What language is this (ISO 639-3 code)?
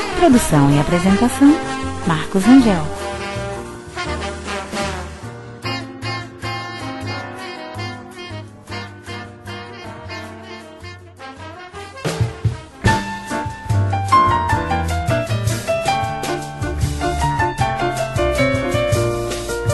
por